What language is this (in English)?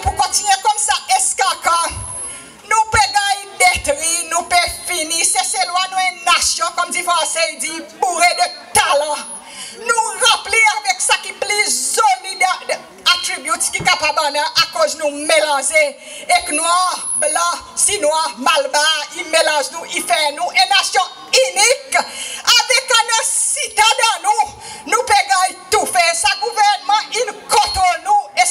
Seselwa Creole French